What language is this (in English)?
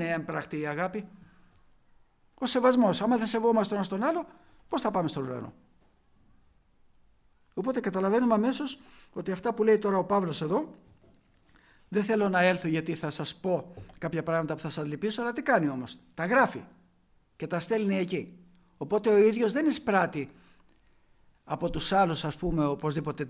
Greek